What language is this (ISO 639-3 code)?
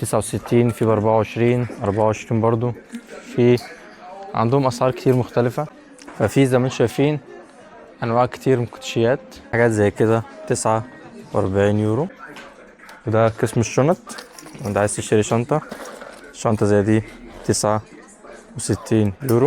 arz